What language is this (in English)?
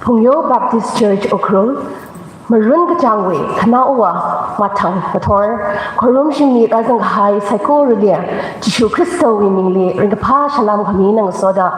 Tangkhul Naga (India)